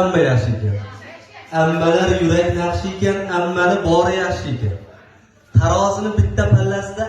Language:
Uzbek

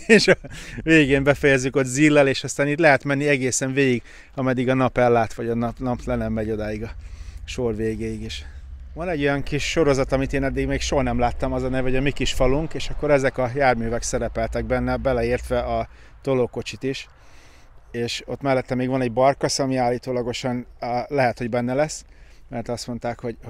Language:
Hungarian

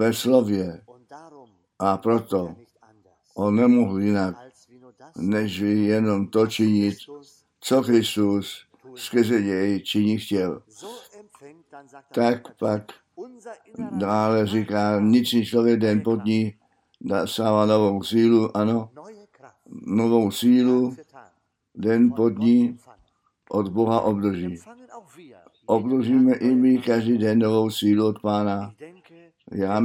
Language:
Czech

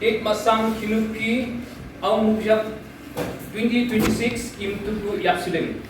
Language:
Yimchungru Naga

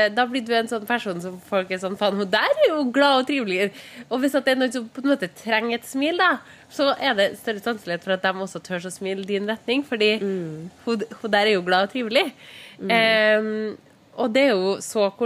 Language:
Norwegian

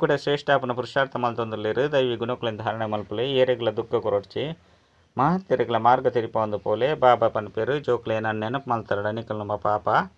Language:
Tulu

